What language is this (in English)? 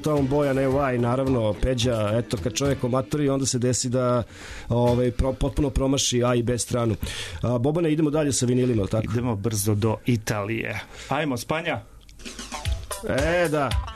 Serbian